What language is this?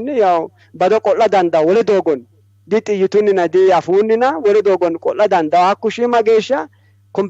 Sidamo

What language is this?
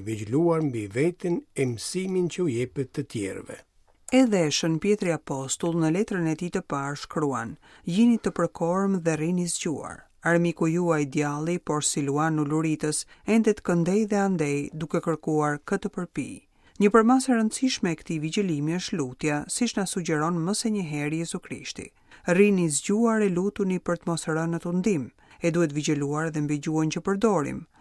Albanian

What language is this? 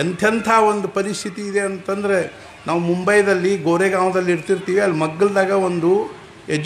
Kannada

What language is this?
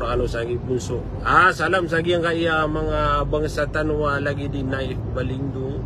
Maranao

